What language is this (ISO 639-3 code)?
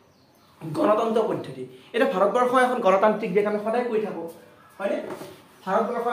asm